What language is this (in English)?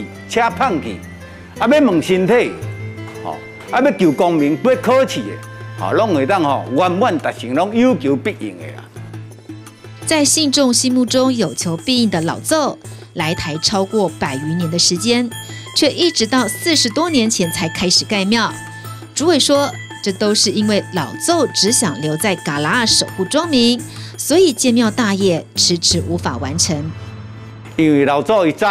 Chinese